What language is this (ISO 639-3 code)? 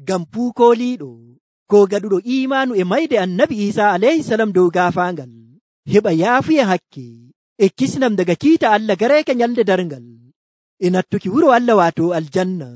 fuv